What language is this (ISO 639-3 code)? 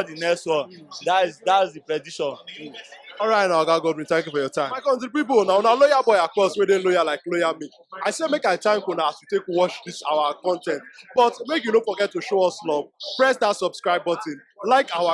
pcm